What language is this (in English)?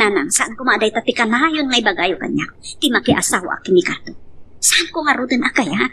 Iloko